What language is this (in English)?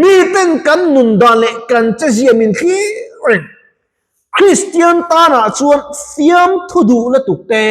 Mizo